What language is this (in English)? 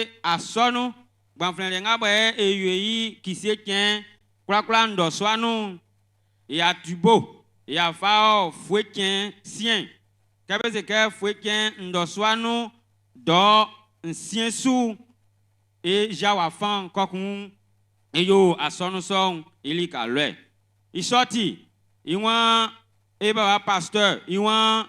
Baoulé